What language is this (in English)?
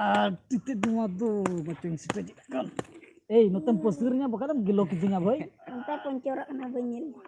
Santali